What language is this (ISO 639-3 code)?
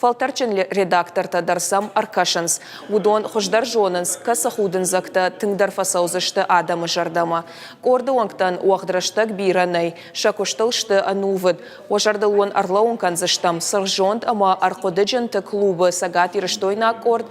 oss